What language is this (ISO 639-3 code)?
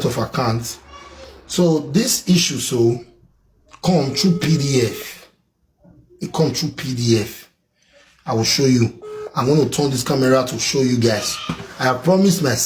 pcm